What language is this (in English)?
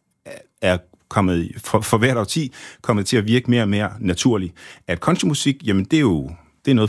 Danish